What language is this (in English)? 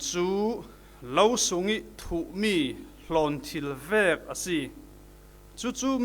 Falam Chin